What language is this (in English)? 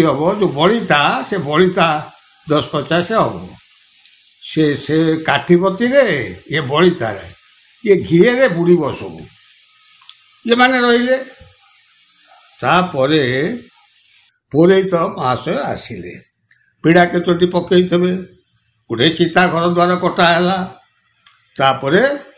Odia